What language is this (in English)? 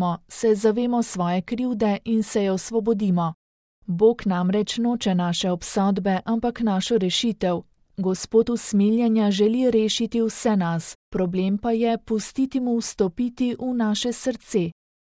Slovenian